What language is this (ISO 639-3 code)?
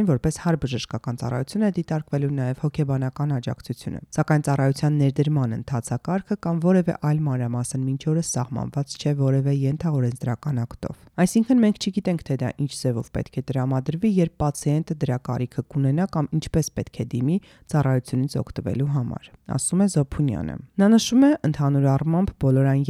hye